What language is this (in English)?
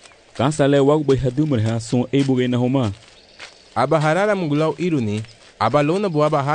Garifuna